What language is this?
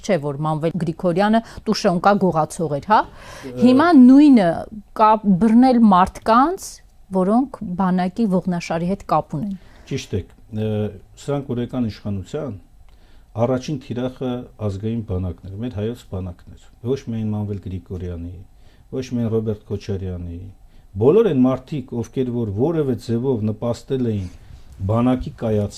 Armenian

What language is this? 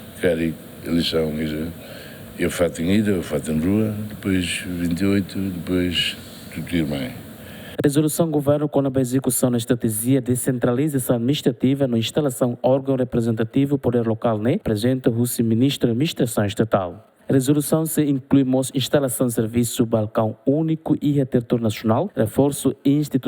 Tetum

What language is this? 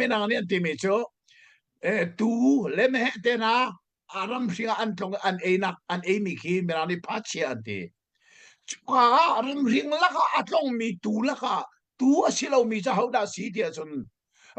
Hakha Chin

